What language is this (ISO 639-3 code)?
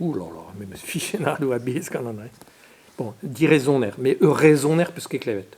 bre